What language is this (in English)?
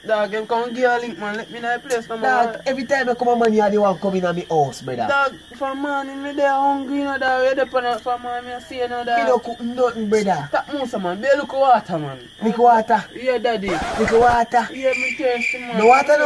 Jamaican Creole English